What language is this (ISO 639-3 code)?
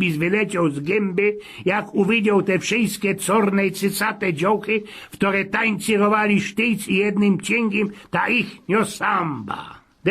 szl